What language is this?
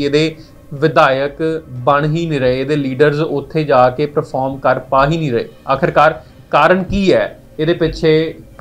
Punjabi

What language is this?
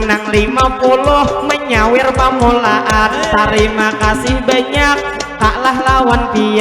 Banjar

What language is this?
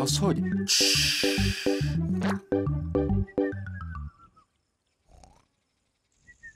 Hungarian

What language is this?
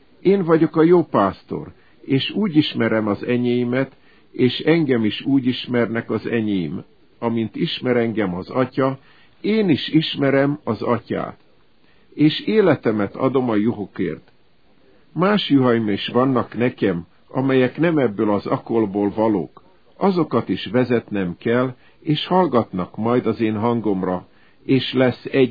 Hungarian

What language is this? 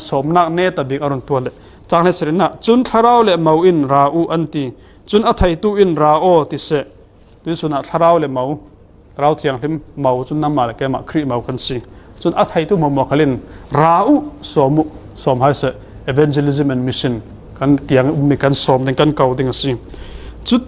Falam Chin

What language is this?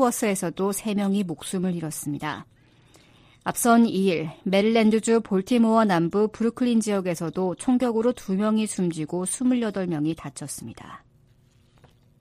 Korean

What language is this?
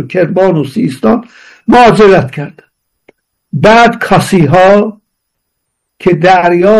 Persian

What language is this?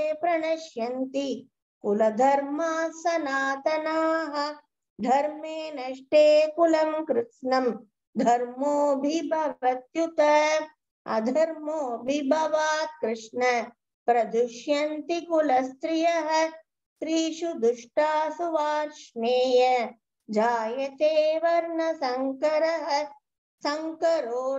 Sanskrit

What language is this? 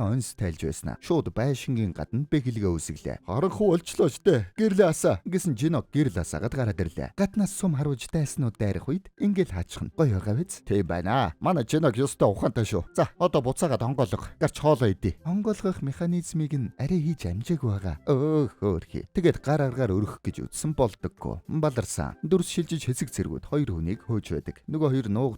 Mongolian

